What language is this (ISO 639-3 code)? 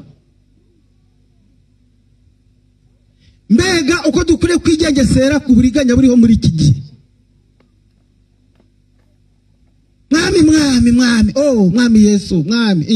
kin